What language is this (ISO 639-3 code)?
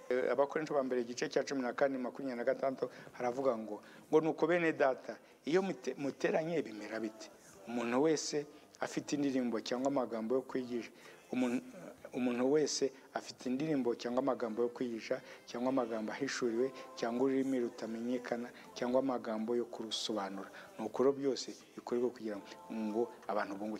kin